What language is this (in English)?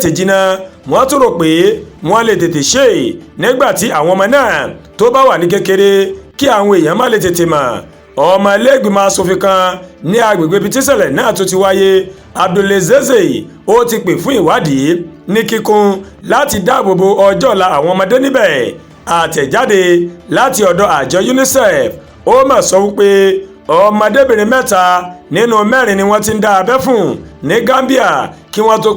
Yoruba